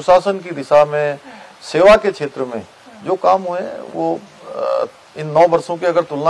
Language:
Hindi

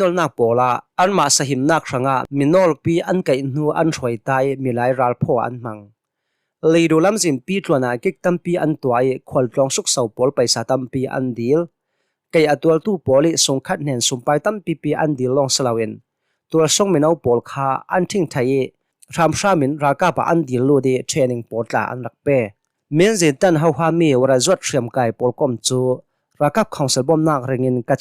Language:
Hakha Chin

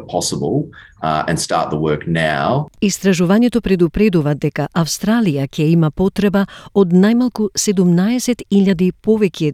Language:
Macedonian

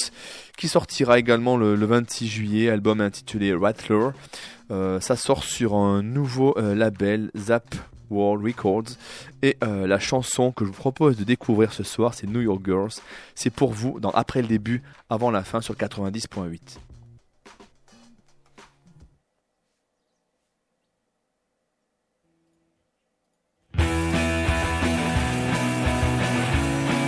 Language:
French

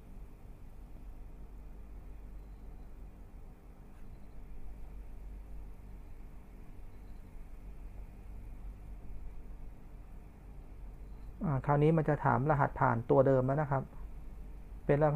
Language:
Thai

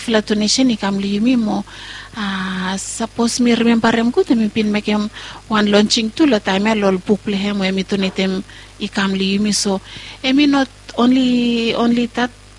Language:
Bislama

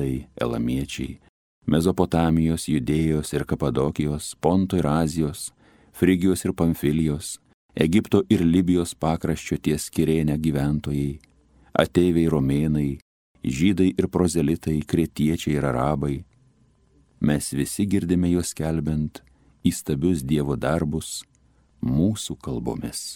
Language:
Lithuanian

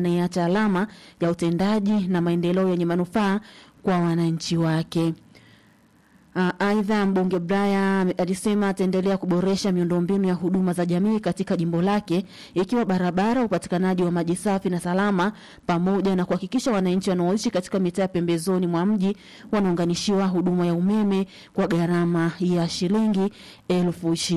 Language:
Swahili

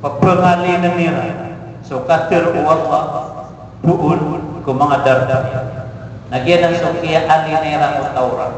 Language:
Maranao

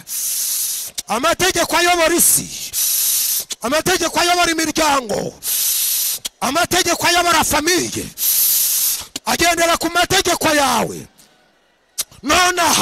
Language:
Kinyarwanda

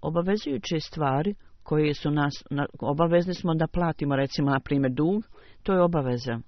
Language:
Bosnian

